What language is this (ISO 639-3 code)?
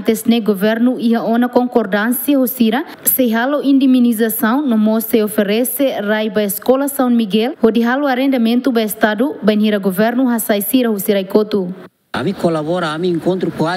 tet